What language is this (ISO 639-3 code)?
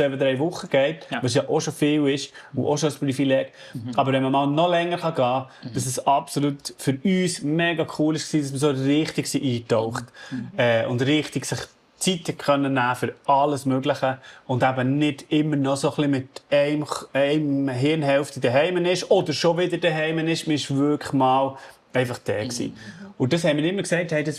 gsw